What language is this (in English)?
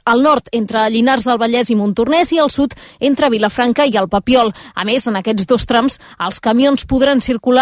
Catalan